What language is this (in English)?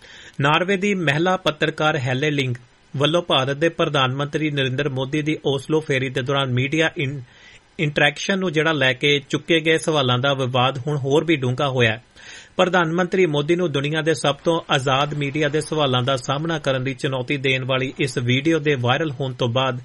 Punjabi